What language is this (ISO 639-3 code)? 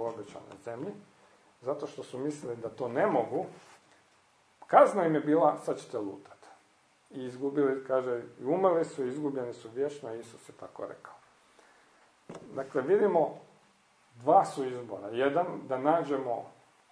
hrv